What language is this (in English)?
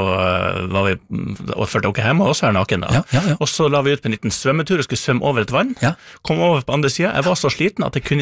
Norwegian